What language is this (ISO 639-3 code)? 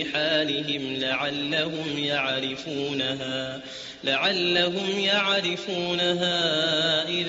ara